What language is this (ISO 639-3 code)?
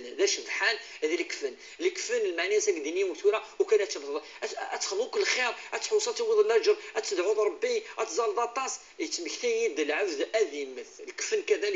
kab